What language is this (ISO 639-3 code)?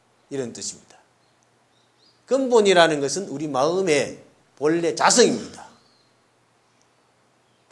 kor